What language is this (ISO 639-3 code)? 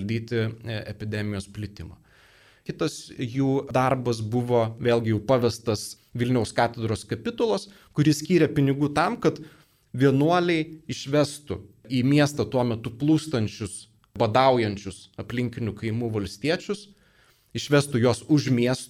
lit